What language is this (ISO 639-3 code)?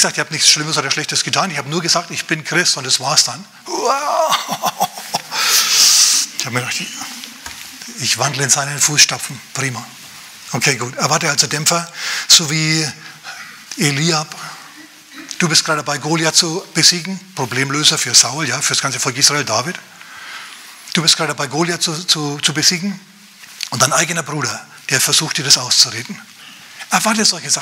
deu